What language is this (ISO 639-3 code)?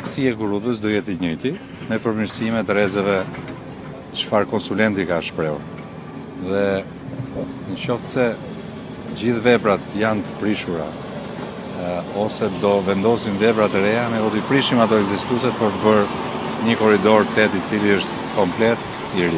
sqi